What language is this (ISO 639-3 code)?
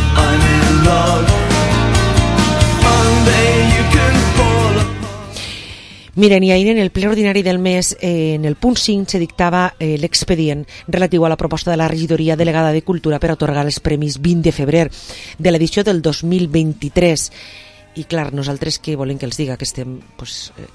cat